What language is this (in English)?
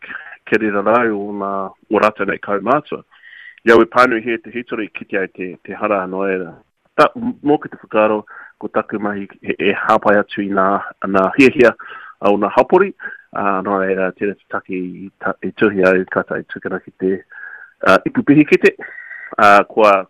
Māori